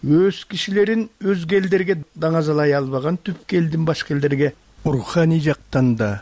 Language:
Kyrgyz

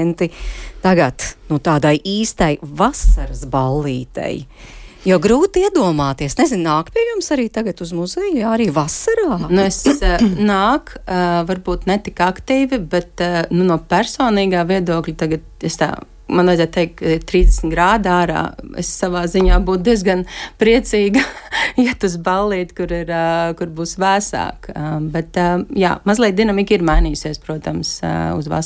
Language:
Latvian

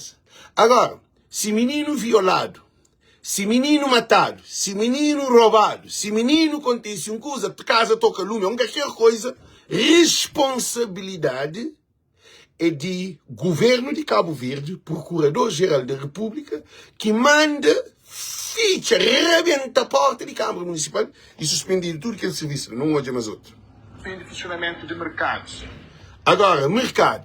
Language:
Kabuverdianu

